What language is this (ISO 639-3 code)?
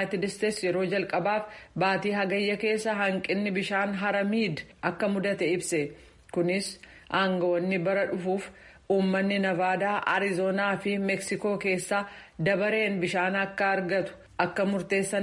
orm